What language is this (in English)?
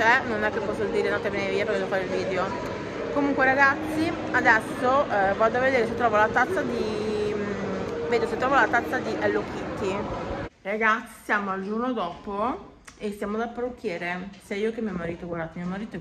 Italian